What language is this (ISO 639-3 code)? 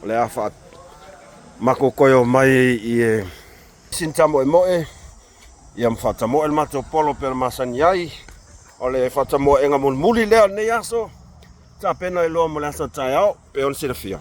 smo